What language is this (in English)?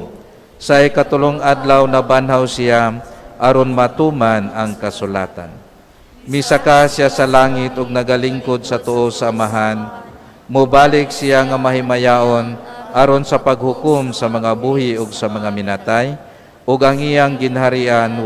Cebuano